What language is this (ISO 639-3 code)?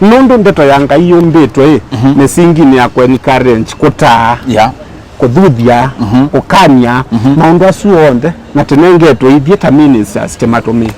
kam